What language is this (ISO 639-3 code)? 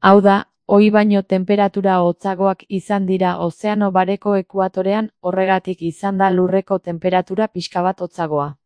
eus